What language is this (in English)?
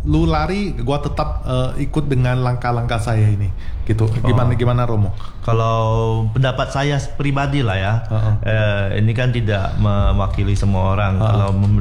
Indonesian